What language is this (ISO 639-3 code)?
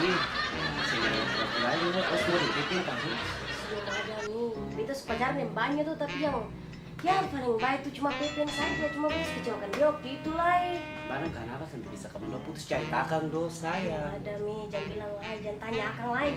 abs